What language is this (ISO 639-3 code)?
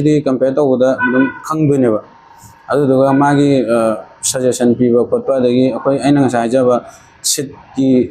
mni